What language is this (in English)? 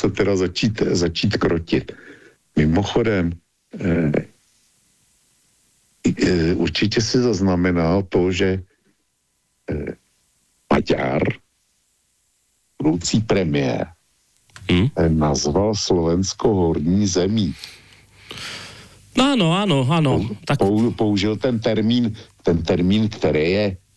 Czech